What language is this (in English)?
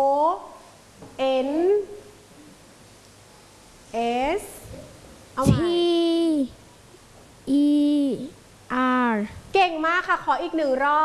Thai